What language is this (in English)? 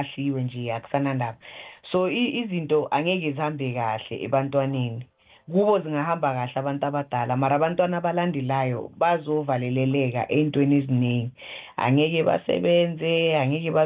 South Ndebele